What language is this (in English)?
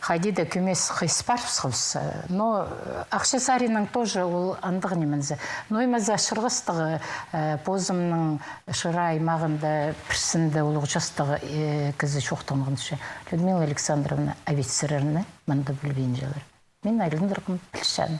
Khakas